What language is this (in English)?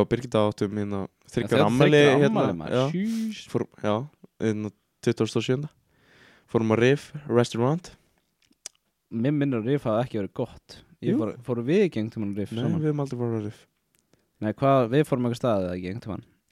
Icelandic